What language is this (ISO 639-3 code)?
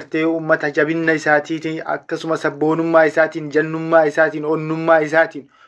orm